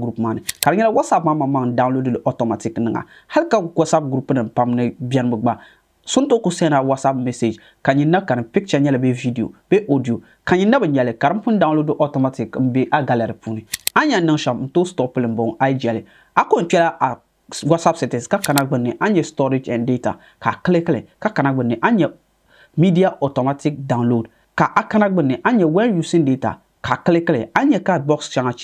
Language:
Dagbani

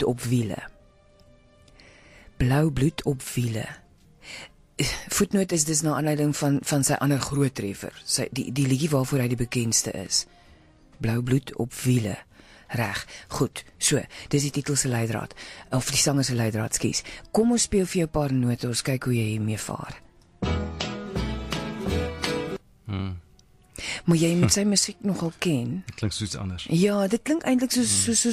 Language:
Afrikaans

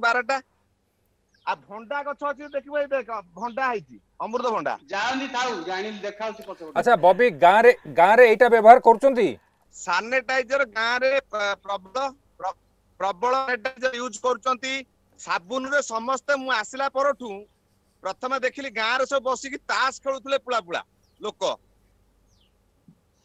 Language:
Odia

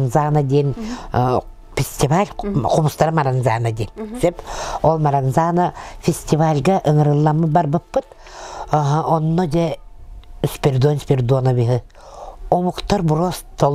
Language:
Yakut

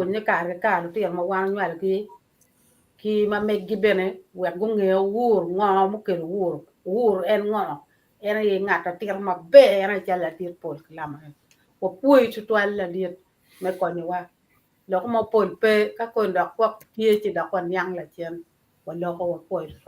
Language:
Acoli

